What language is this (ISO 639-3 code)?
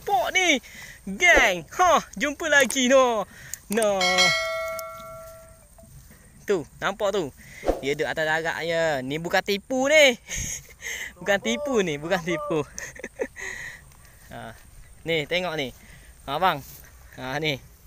msa